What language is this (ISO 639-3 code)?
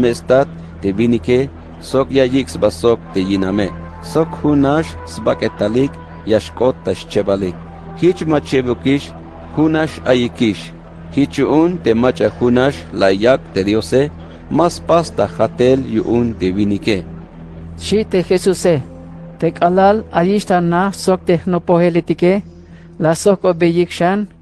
tzh